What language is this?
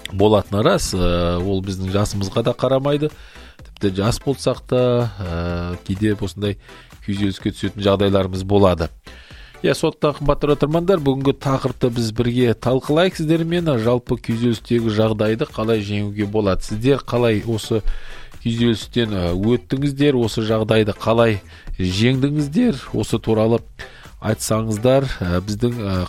Kazakh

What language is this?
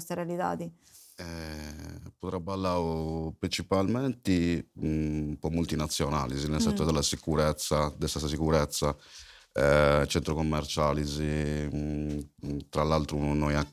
Sardinian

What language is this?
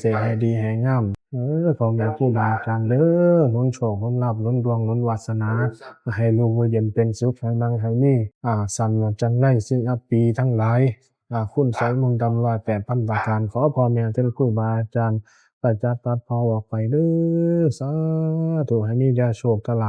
Pali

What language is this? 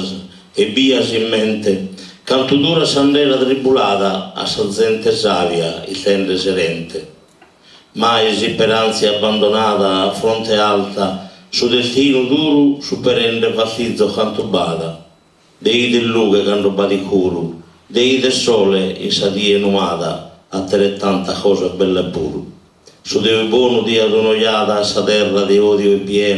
Sardinian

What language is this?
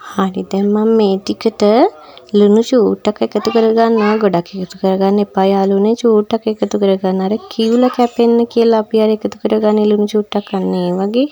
Sinhala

